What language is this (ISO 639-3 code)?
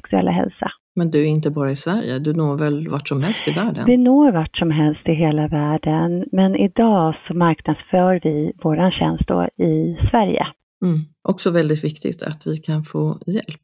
swe